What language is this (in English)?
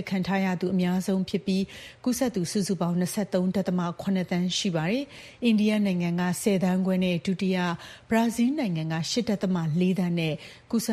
Burmese